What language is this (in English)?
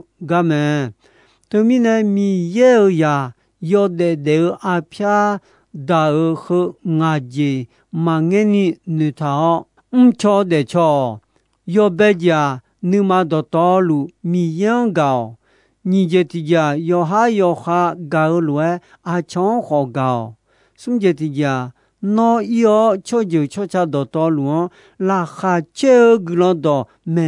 Akha